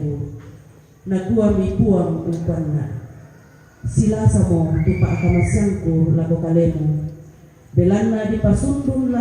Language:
Toraja-Sa'dan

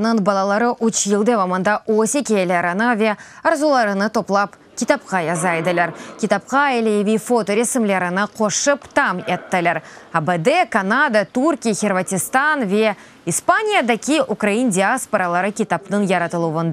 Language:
Crimean Tatar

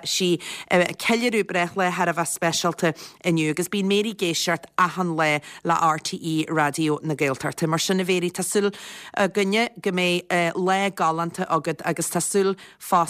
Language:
Irish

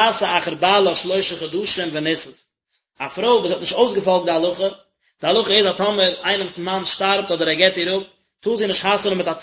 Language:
Yiddish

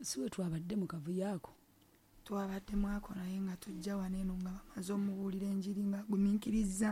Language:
Ganda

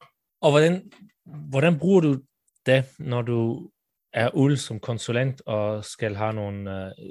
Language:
Danish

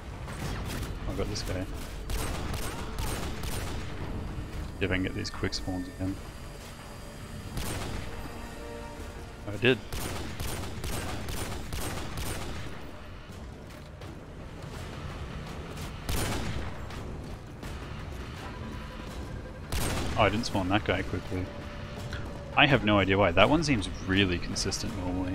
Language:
English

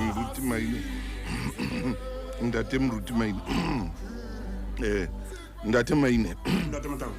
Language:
Southern Sotho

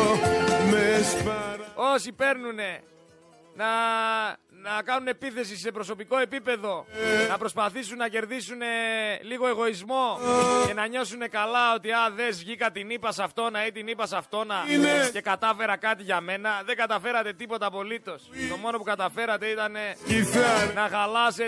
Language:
Greek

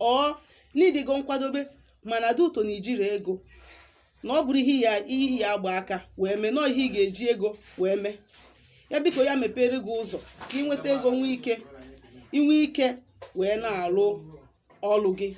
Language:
Igbo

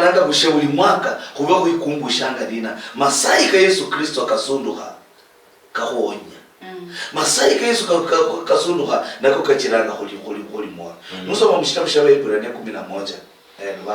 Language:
Luyia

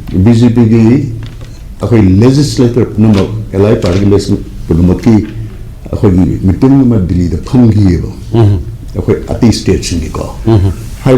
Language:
Manipuri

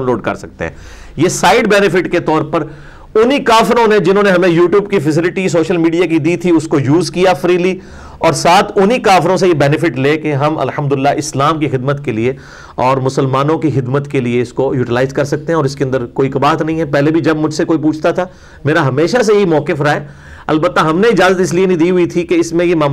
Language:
Urdu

